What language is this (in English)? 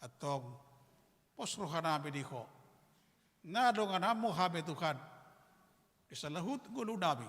Batak Toba